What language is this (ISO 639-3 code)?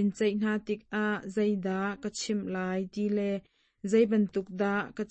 cnh